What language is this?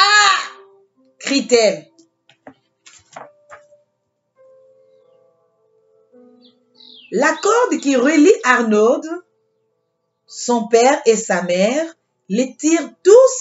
French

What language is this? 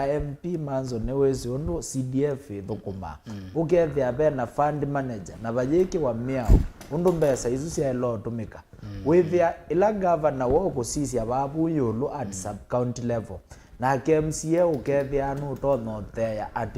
Kamba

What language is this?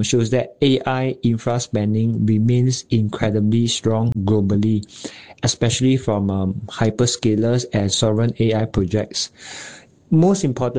English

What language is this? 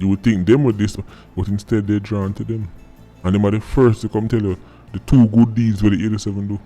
Jamaican Creole English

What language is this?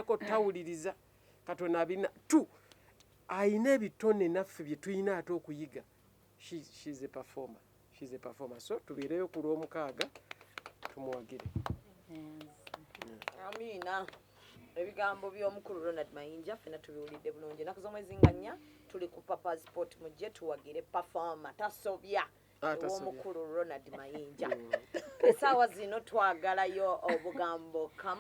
Ganda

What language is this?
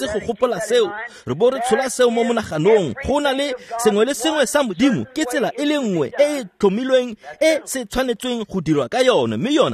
Tswana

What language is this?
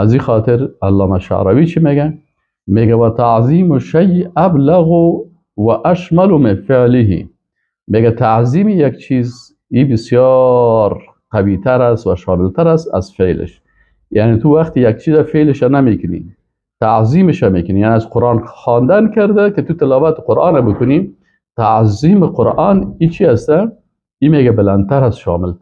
Persian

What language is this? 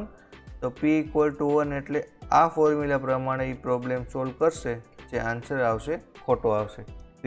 Gujarati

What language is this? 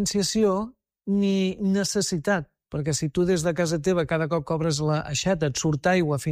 Catalan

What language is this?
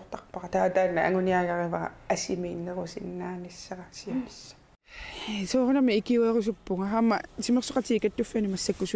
Kalaallisut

